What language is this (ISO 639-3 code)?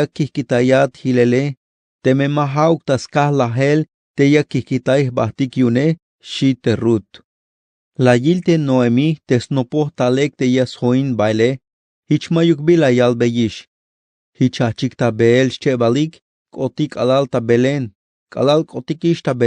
tzh